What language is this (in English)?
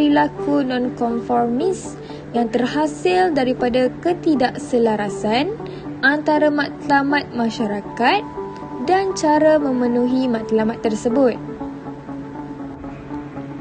Malay